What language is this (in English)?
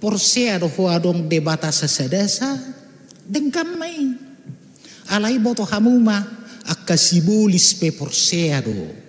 Batak Toba